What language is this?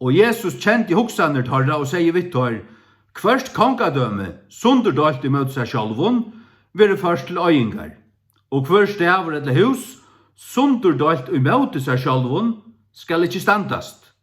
Faroese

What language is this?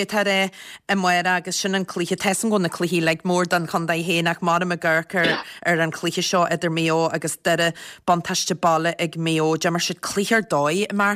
Irish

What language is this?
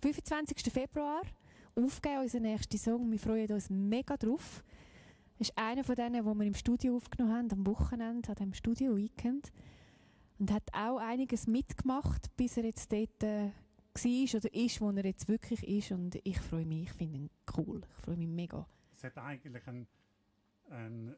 Swiss German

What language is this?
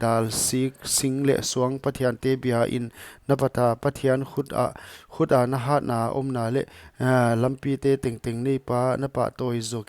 Paite Chin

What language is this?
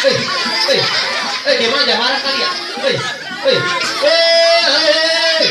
Betawi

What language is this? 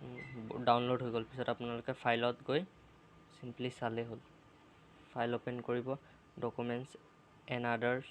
Assamese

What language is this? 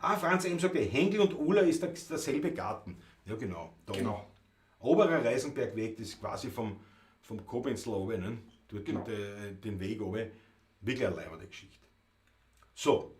Bavarian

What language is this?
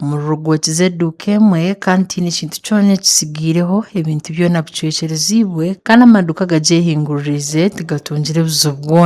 Nyankole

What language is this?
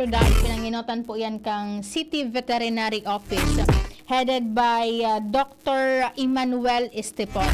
Bikol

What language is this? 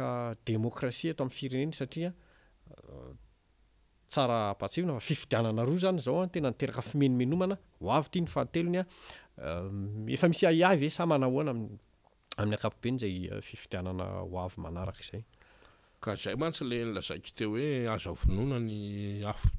Malagasy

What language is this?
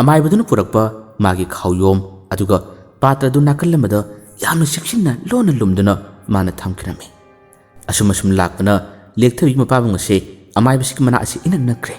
Manipuri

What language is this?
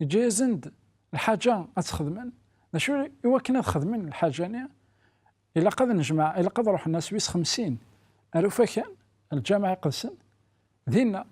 Kabyle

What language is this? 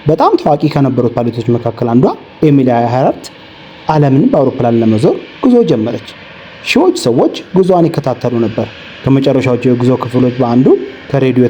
Amharic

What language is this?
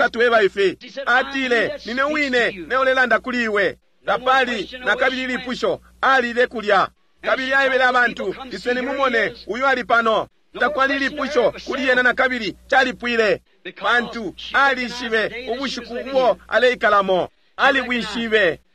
Bemba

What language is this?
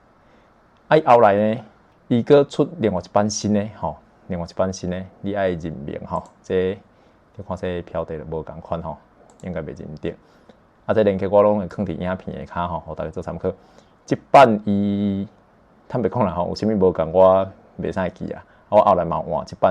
Min Nan Chinese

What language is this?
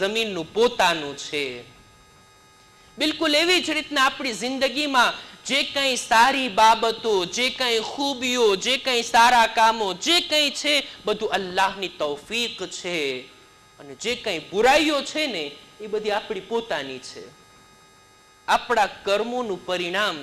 Gujarati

